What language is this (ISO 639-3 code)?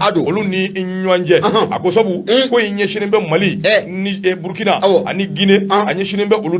bam